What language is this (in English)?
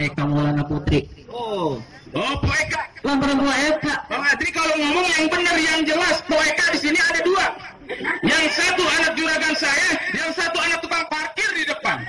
Betawi